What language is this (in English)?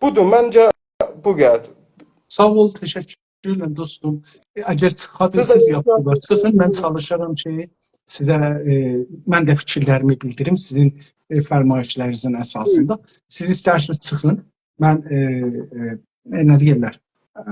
South Azerbaijani